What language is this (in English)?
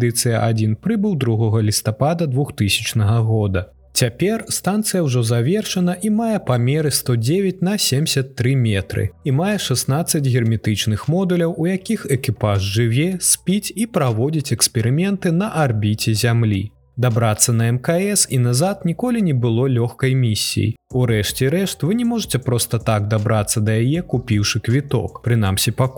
Belarusian